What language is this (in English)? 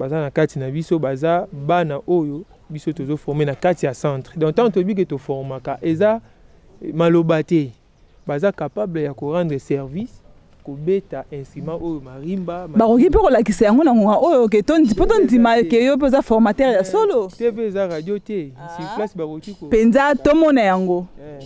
Lingala